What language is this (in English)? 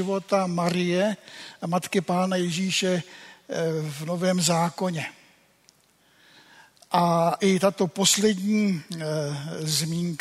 Czech